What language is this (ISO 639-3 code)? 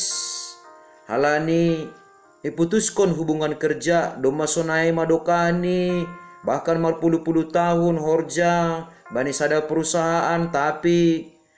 bts